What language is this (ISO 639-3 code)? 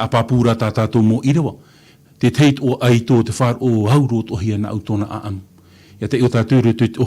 tah